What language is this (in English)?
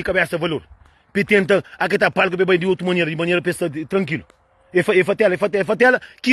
Kabuverdianu